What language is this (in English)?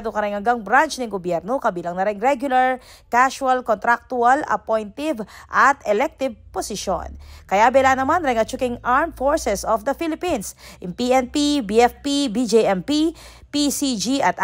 Pampanga